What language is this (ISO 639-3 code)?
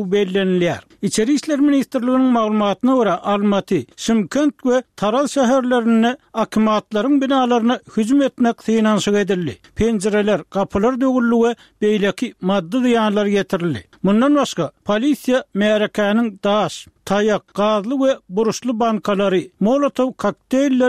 tuk